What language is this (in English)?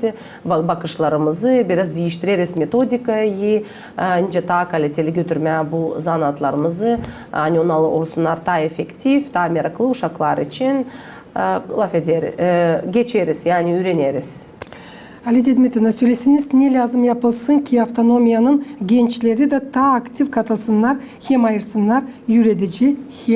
Gagauz